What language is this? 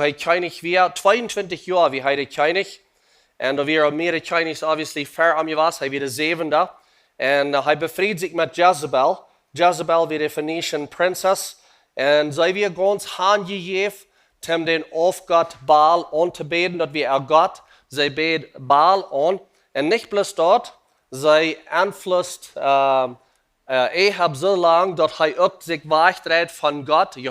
Plautdietsch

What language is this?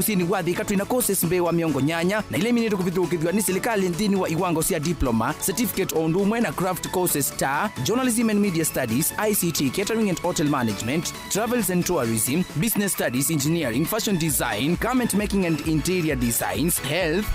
Kamba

